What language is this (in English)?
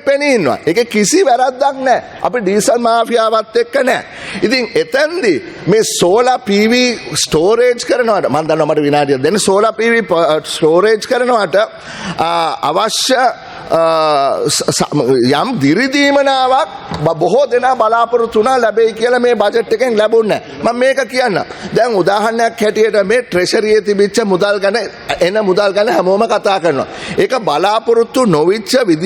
Sinhala